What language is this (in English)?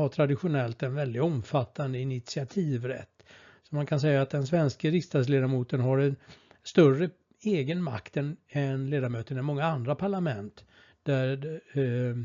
Swedish